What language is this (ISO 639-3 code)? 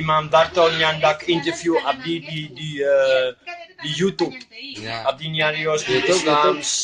sun